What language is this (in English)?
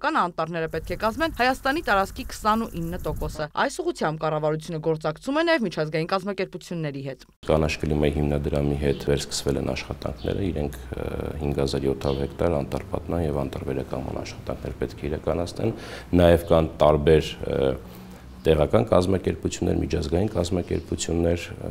Armenian